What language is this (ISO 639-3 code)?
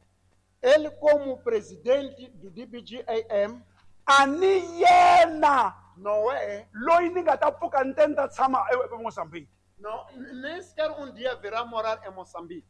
tso